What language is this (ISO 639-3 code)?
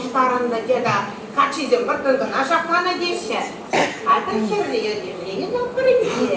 chv